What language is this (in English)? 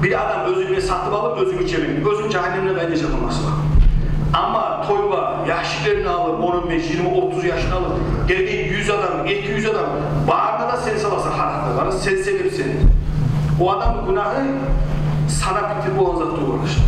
Kumyk